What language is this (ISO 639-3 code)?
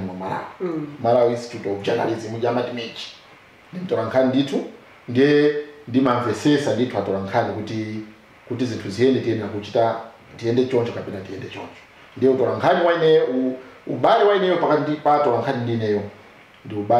nya